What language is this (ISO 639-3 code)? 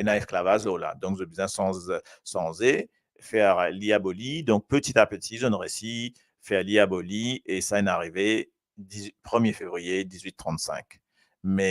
mfe